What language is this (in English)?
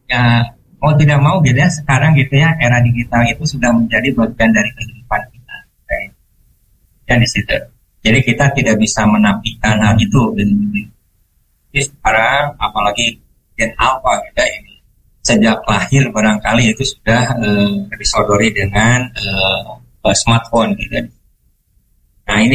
Indonesian